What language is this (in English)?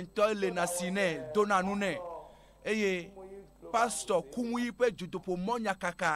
Ewe